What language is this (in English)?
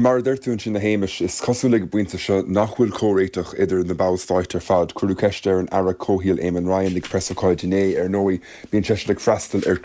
Irish